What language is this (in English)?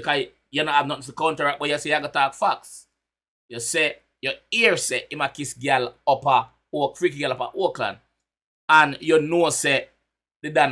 Jamaican Creole English